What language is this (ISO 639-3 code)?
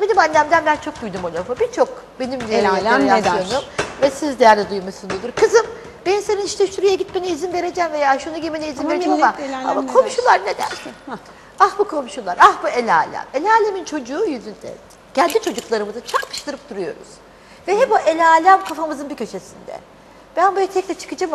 tur